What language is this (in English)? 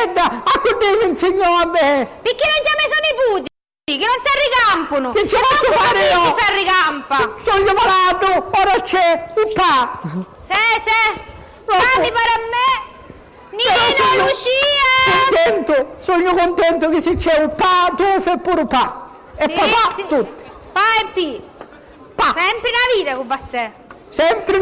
Sicilian